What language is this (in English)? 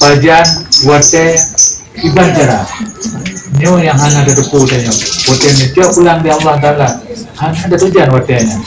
Achinese